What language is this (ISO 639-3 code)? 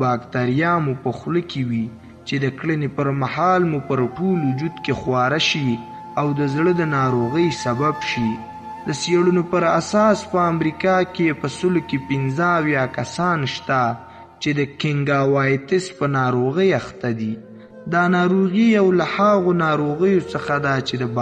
pus